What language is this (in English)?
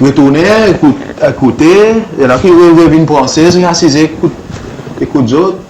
Seselwa Creole French